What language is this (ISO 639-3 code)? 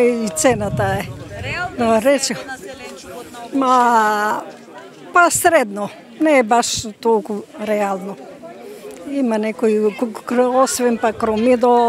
mkd